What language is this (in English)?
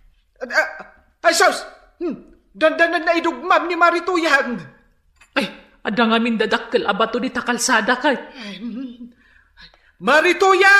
Iloko